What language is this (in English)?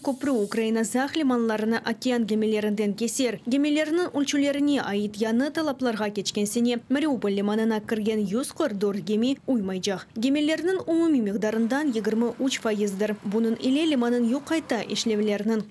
Crimean Tatar